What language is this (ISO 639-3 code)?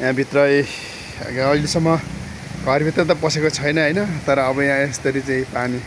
nep